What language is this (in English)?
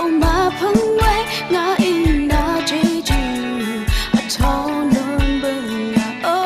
Rawang